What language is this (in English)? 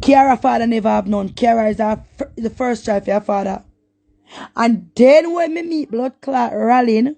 Jamaican Creole English